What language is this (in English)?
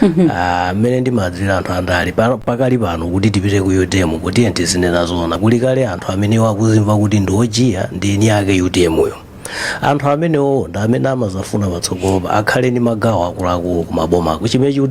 Nyanja